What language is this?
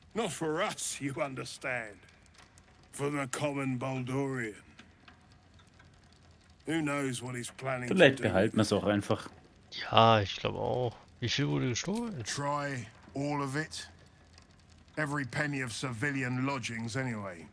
German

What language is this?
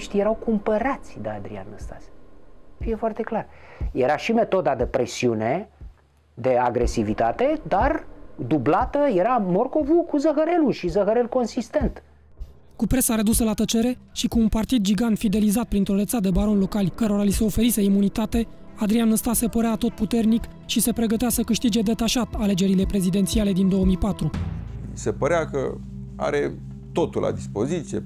Romanian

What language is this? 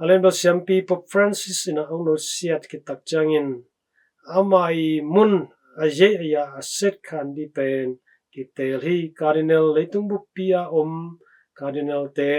Tedim Chin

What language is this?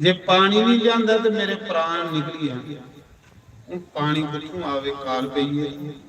Dogri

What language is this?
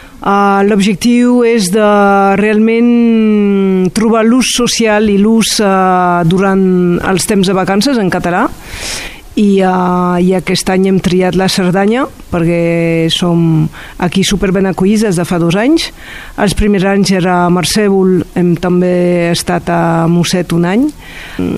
Catalan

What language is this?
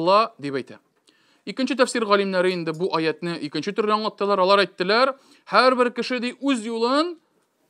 Tatar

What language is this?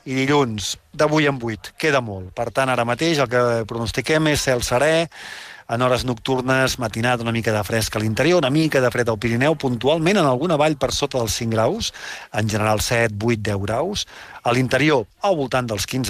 Catalan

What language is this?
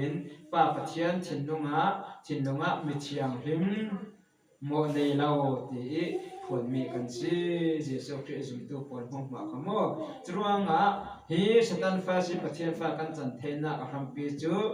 Falam Chin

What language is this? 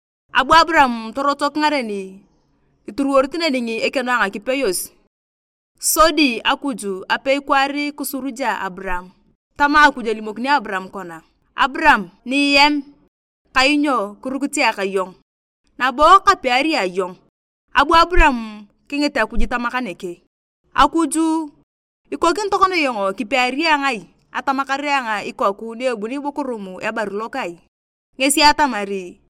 Turkana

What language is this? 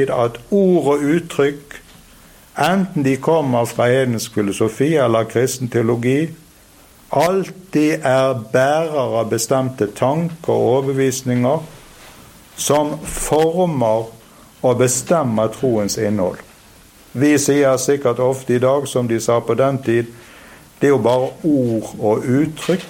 Norwegian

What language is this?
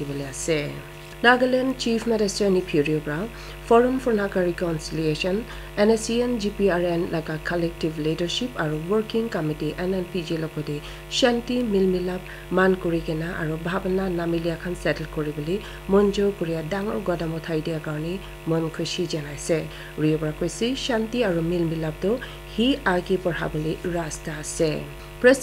Naga Pidgin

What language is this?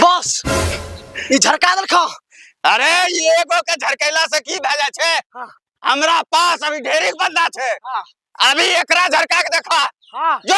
Angika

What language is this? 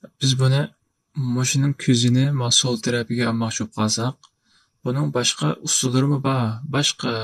Uyghur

